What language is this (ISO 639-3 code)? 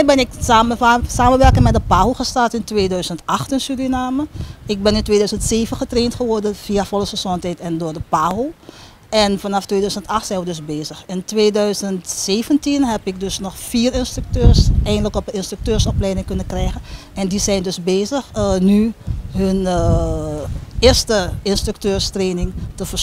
nld